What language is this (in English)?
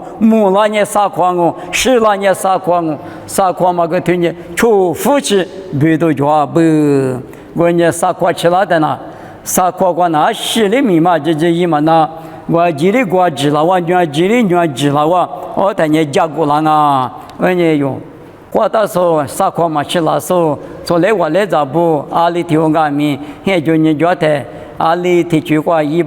Lisu